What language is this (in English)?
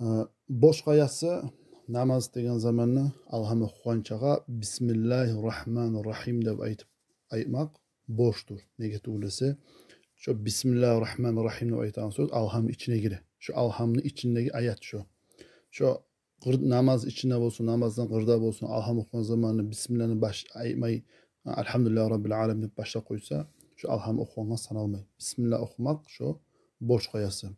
Kumyk